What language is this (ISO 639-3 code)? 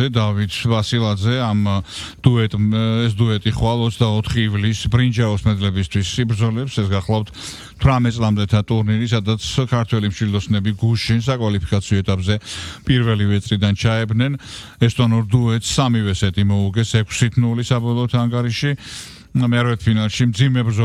kat